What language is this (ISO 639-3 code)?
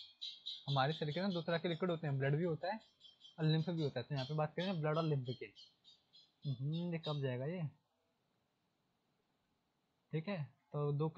hin